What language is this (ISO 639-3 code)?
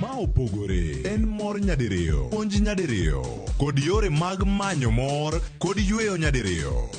luo